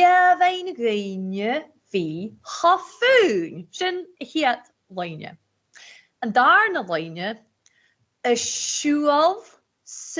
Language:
Scottish Gaelic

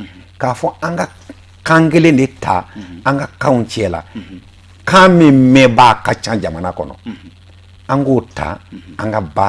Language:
Bambara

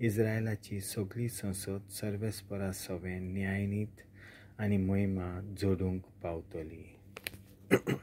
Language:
Konkani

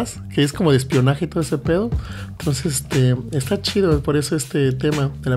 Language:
Spanish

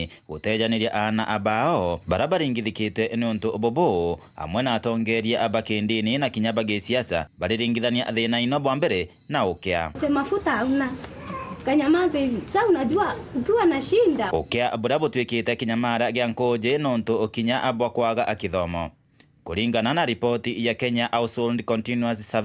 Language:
Meru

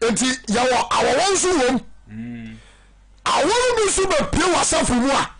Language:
Akan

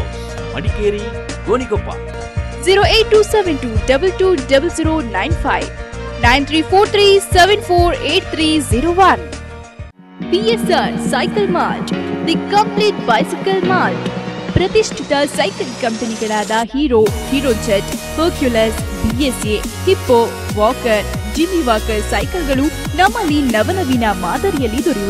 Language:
Kannada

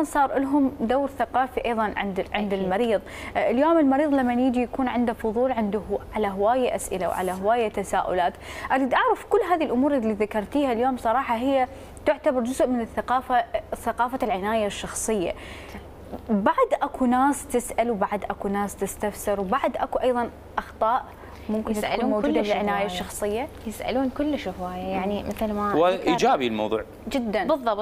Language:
Mesopotamian Arabic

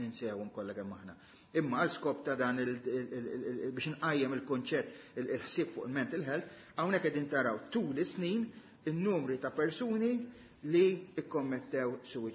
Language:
Maltese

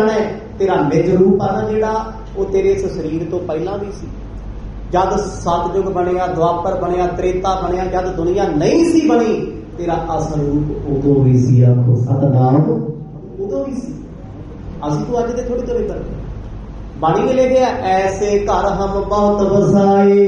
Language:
Punjabi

